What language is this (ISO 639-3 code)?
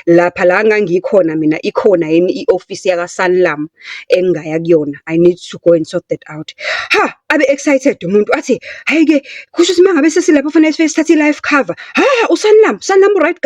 zul